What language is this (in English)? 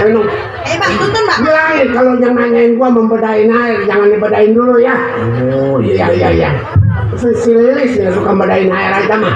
Betawi